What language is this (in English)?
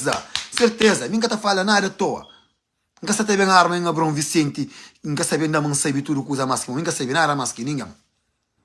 Kabuverdianu